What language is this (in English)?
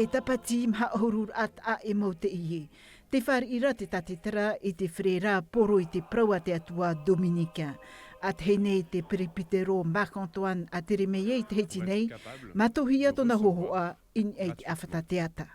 Tahitian